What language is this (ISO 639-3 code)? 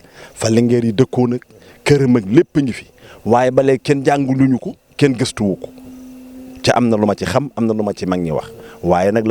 wol